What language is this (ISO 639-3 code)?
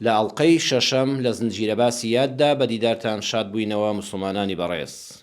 ckb